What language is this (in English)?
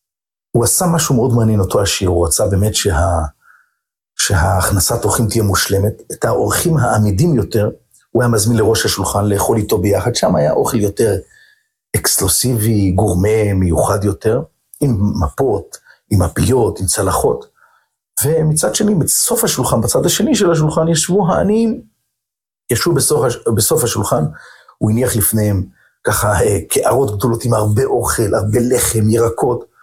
Hebrew